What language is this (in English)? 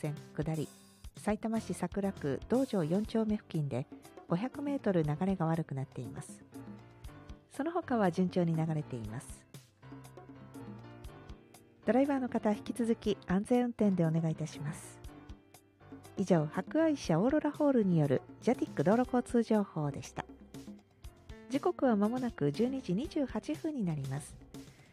Japanese